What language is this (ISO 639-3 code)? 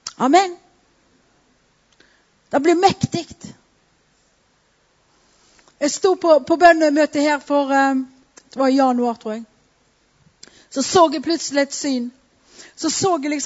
nor